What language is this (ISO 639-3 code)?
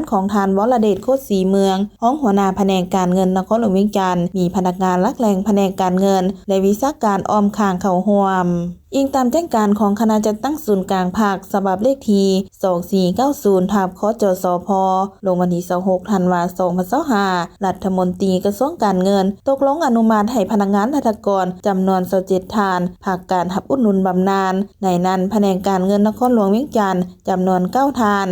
lao